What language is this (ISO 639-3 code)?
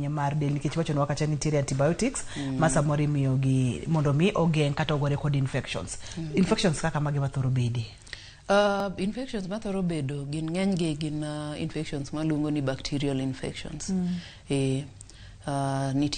luo